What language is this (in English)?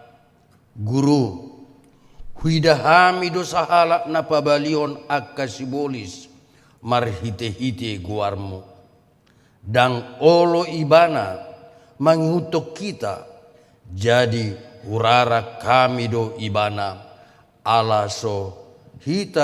Batak Toba